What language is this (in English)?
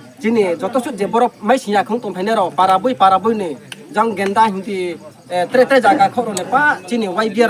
Riang (India)